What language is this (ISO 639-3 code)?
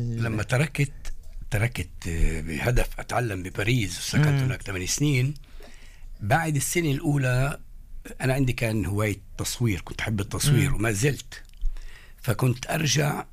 apc